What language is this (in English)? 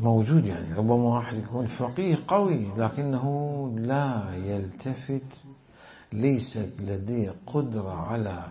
Mesopotamian Arabic